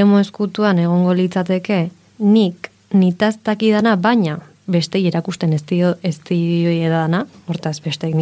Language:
Basque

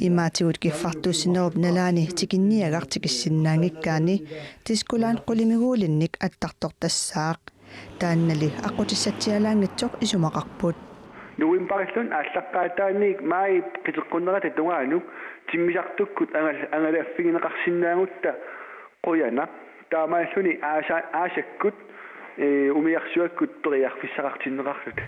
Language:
Kalaallisut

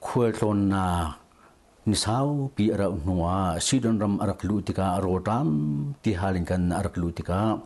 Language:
Hakha Chin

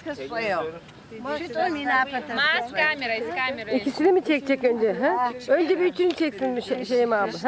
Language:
Adyghe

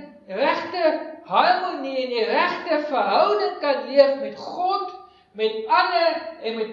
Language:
Afrikaans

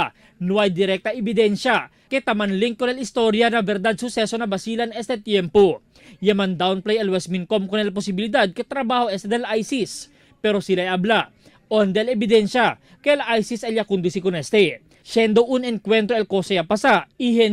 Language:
Chavacano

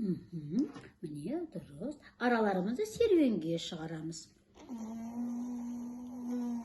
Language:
Kazakh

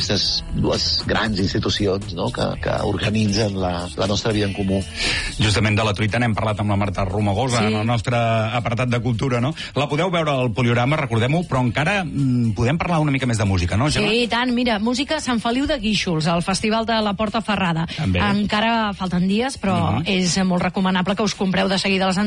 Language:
Catalan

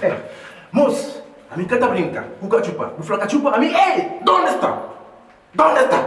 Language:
Kabuverdianu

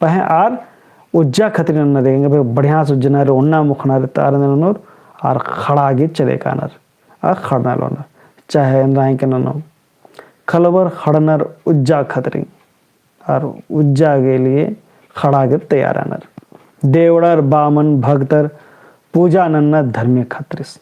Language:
Kurukh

